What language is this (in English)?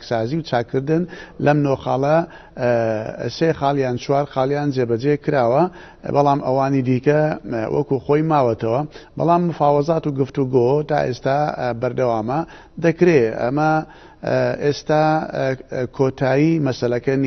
Central Kurdish